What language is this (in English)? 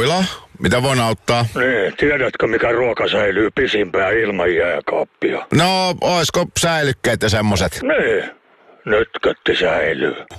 Finnish